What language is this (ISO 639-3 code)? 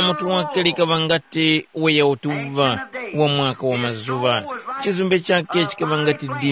tum